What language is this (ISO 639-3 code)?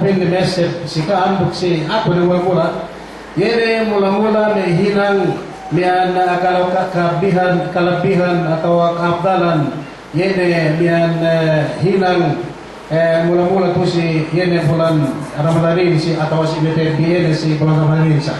yka